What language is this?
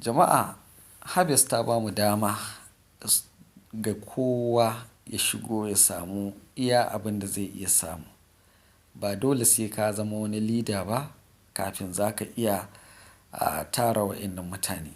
Hausa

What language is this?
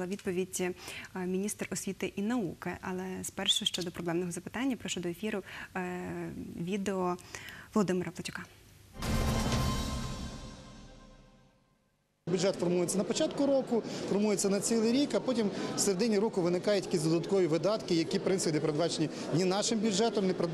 Ukrainian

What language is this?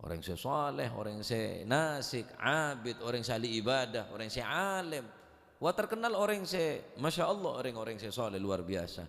Madurese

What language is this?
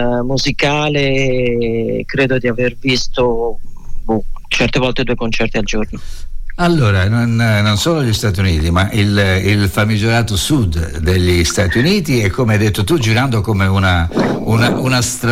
Italian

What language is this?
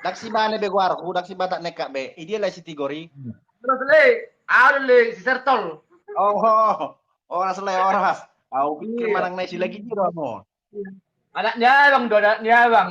Batak Toba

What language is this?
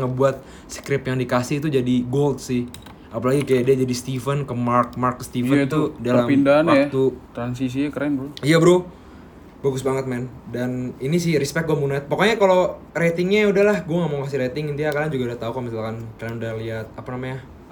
Indonesian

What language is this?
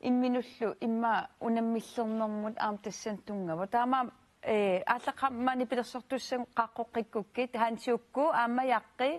Kalaallisut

